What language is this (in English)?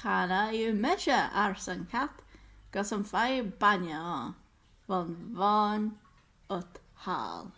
Scottish Gaelic